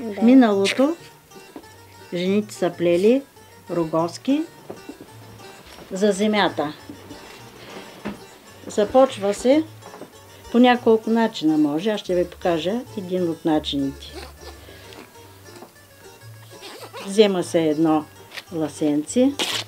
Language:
Bulgarian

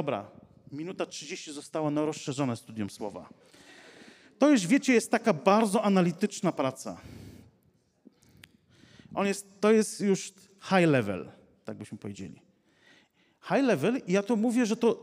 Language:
Polish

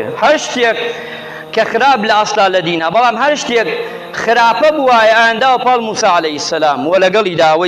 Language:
Central Kurdish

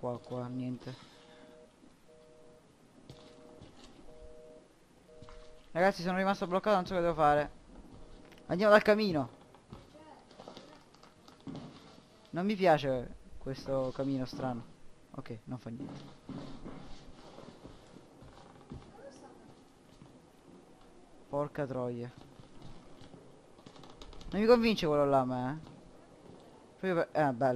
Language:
Italian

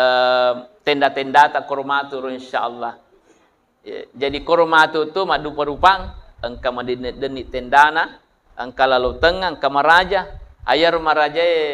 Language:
Buginese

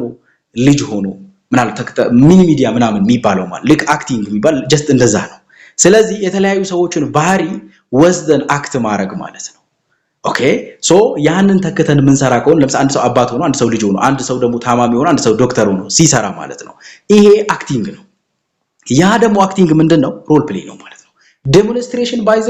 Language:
Amharic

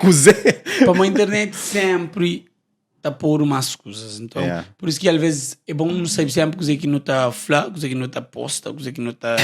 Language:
Kabuverdianu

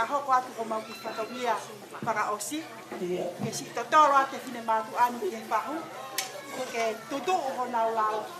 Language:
Tongan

